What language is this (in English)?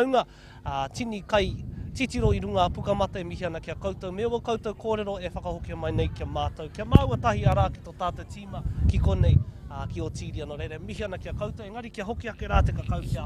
Māori